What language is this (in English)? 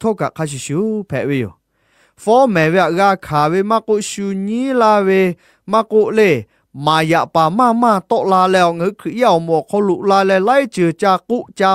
Lahu